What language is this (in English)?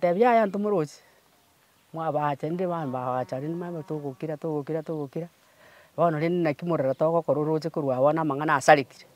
Gusii